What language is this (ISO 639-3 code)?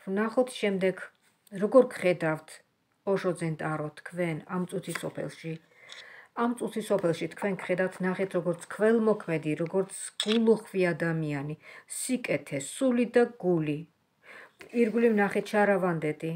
kat